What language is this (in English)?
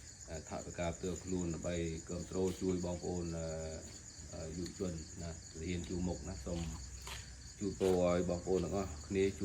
Khmer